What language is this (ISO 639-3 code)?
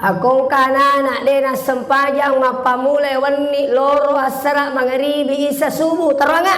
bug